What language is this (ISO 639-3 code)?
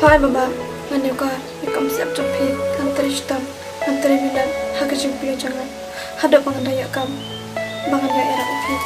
kha